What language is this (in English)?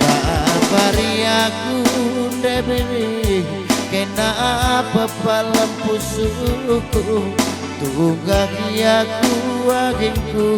Batak Karo